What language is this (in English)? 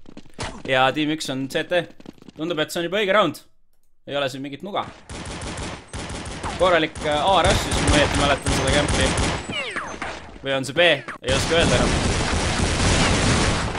Estonian